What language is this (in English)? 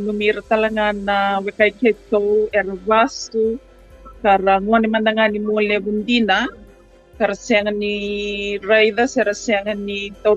Fijian